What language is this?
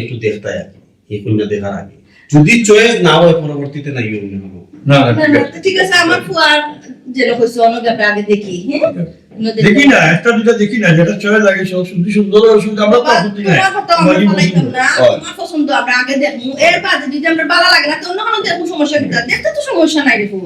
Sylheti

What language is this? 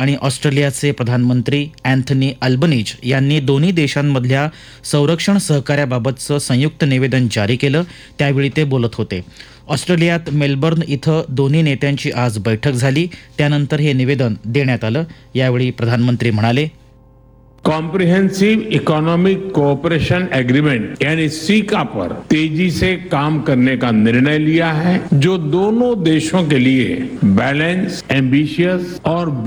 Marathi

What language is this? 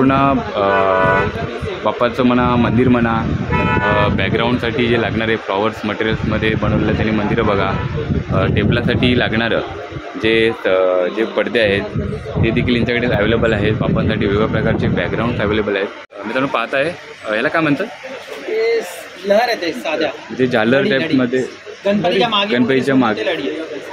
Marathi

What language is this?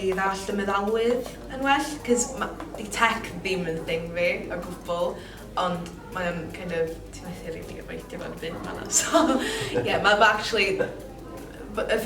Welsh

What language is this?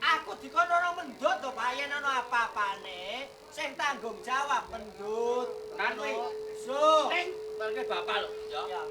Javanese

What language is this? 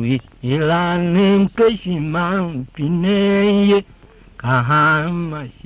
Tiv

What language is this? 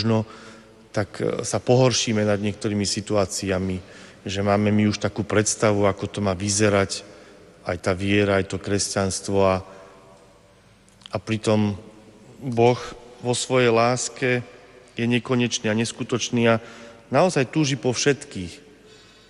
Slovak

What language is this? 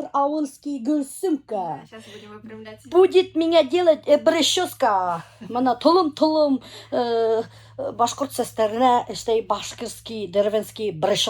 Bashkir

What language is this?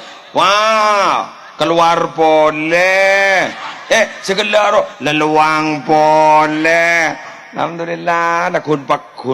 Madurese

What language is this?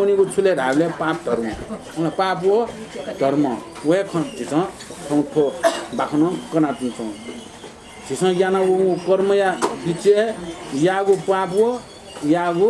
Newari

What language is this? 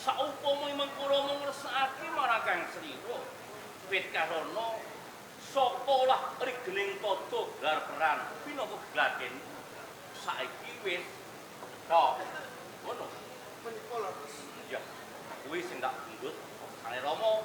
Javanese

